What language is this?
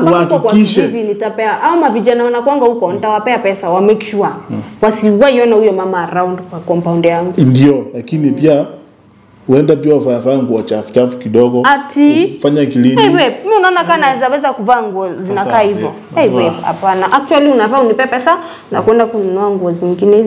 Swahili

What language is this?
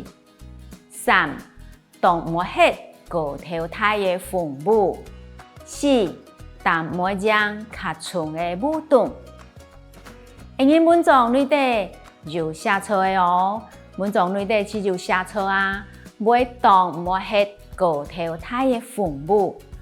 Hakka Chinese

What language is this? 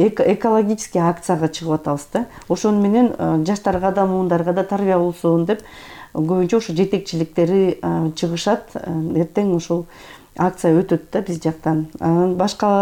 Kyrgyz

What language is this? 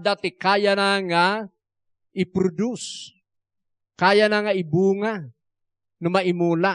Iloko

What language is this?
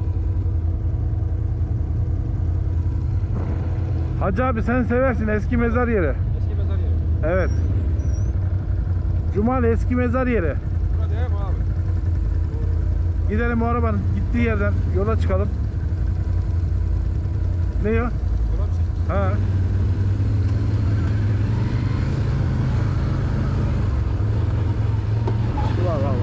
Turkish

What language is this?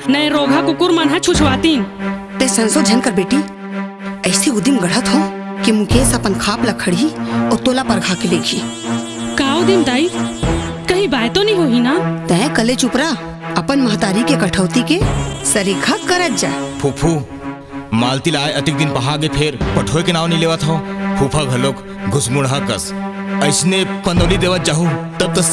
Chhattisgarhi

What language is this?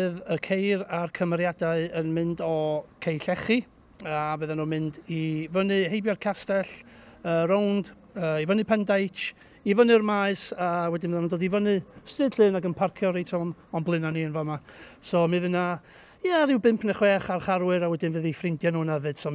Welsh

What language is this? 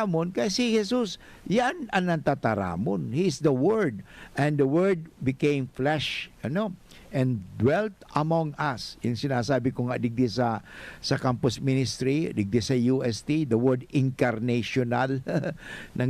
Bikol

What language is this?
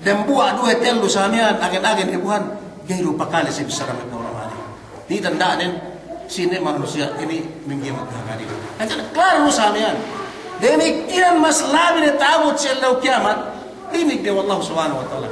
Yakan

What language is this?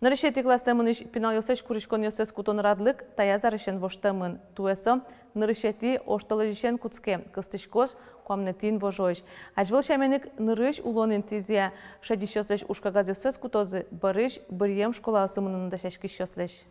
Udmurt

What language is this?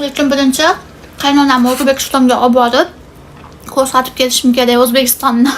Uzbek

